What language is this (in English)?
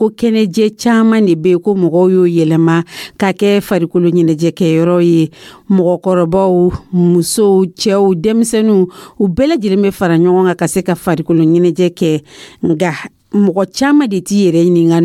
Dyula